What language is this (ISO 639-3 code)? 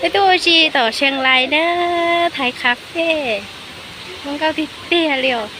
hmn